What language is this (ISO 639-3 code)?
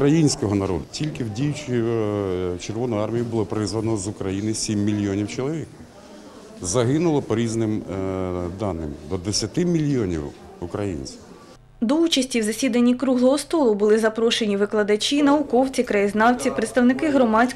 ukr